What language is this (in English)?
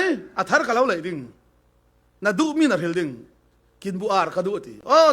Falam Chin